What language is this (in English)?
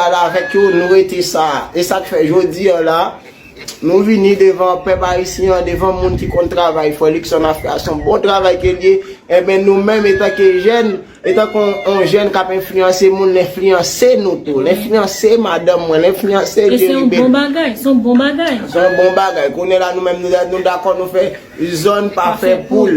Haitian Creole